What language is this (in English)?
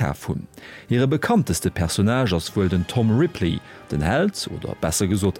Luxembourgish